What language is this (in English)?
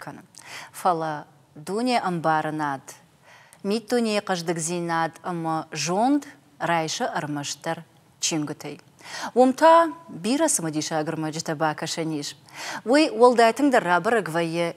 Ossetic